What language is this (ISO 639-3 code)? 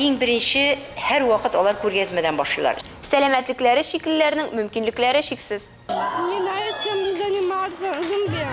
tat